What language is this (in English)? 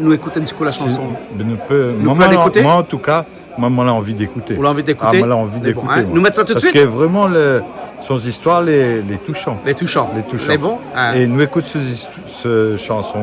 Réunion Creole French